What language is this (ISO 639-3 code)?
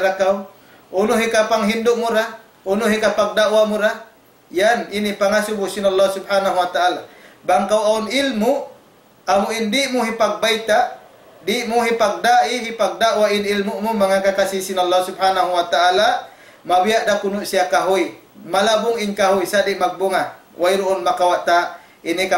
tsg